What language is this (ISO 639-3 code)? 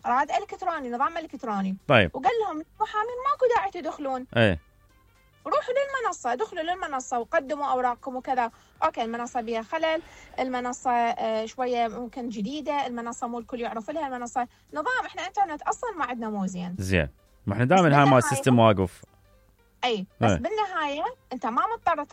acm